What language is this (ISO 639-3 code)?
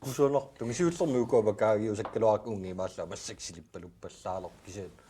kal